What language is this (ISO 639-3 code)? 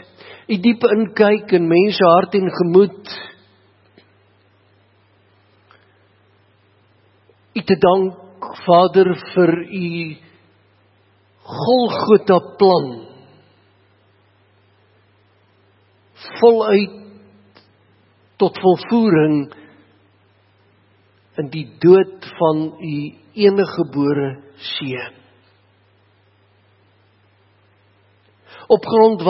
afr